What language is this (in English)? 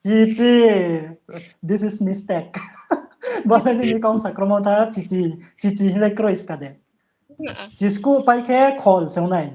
Riang (India)